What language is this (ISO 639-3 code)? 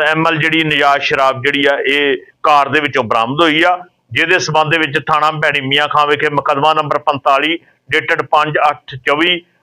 pan